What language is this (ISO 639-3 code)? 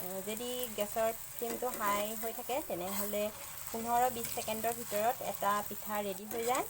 asm